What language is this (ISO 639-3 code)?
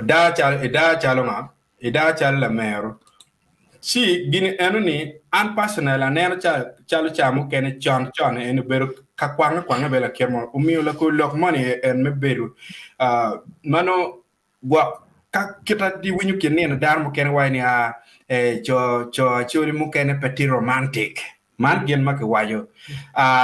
ach